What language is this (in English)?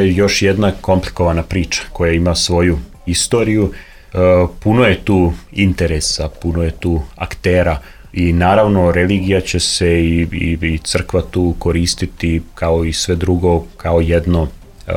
Serbian